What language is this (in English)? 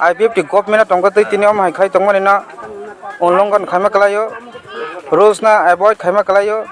Kok Borok